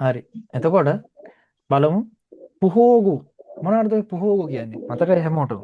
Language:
Sinhala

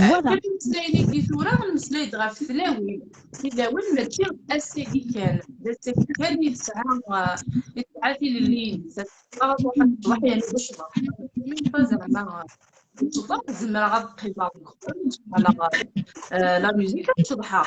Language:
Kabyle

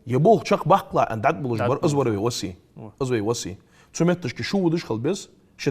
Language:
Ingush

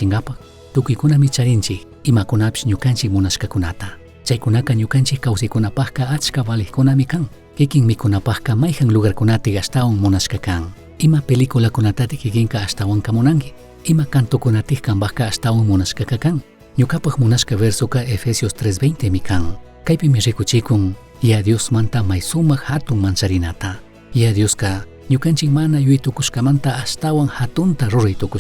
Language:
Chimborazo Highland Quichua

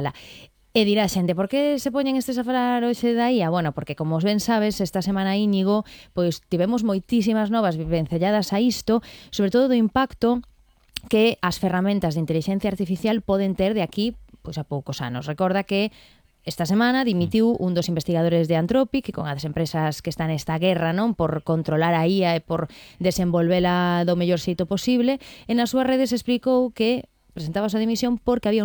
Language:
Galician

